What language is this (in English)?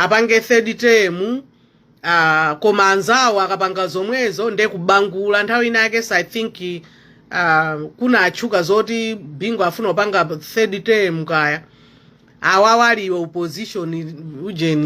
Nyanja